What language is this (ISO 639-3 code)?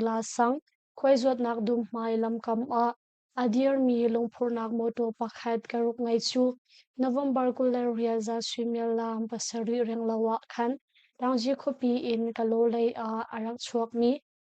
cnh